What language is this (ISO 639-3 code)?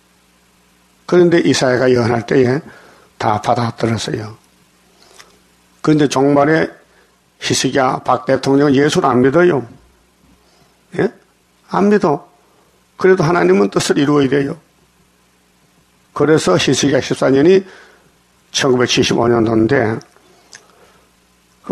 kor